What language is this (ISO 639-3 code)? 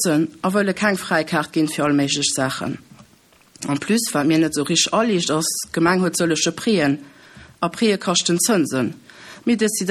ltz